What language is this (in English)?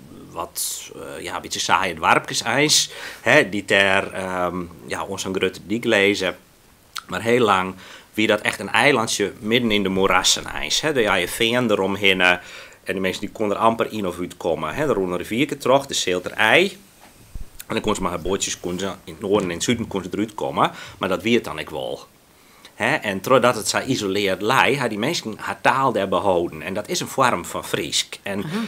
Western Frisian